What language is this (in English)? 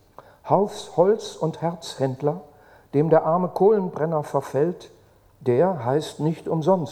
German